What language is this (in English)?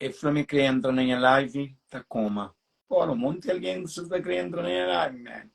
Kabuverdianu